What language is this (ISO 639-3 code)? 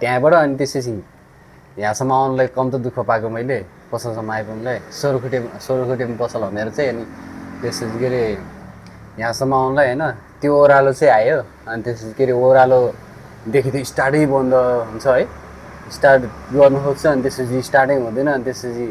nep